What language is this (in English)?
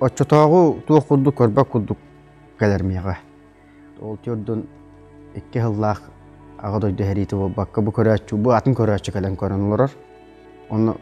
Yakut